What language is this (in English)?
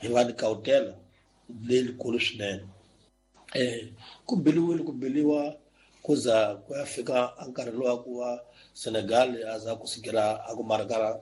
Tsonga